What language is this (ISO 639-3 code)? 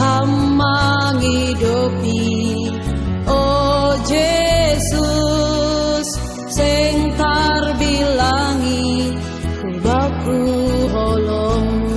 bts